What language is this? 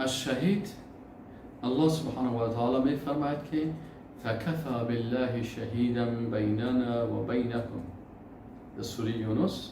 Persian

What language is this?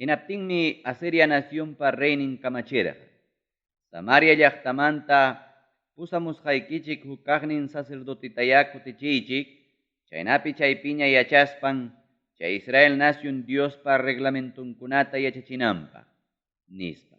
Ayacucho Quechua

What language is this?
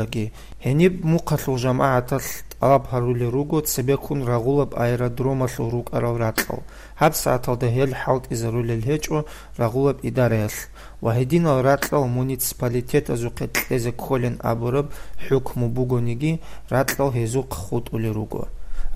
Avaric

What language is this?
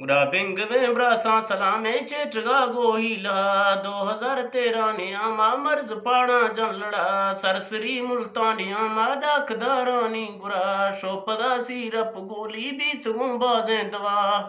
Eastern Balochi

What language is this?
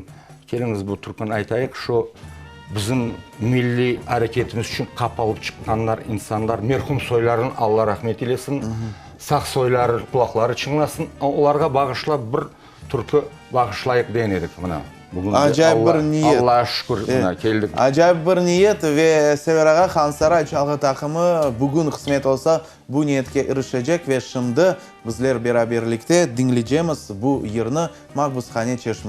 Crimean Tatar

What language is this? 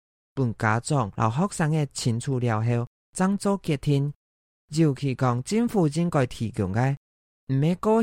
Hakka Chinese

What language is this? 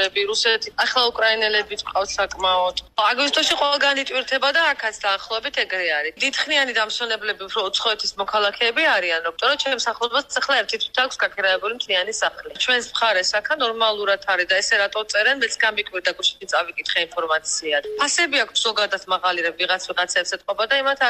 Georgian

